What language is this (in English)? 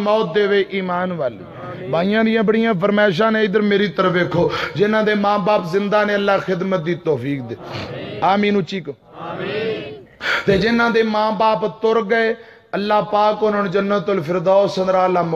Western Panjabi